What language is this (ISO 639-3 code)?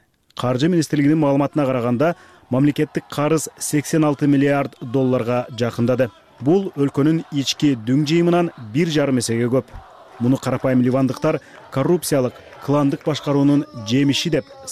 kir